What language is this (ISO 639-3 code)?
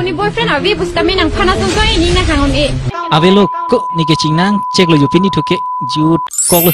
mjw